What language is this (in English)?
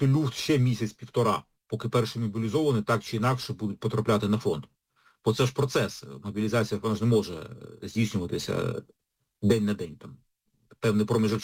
Ukrainian